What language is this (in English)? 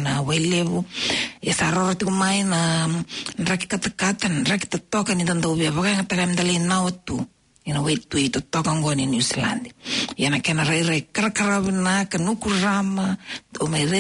Fijian